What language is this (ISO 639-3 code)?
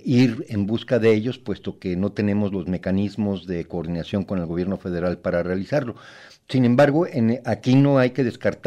spa